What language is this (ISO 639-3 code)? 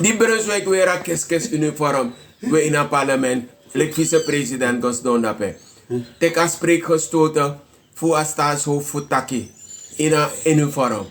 srn